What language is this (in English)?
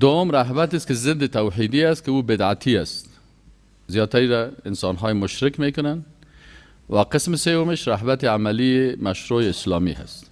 Persian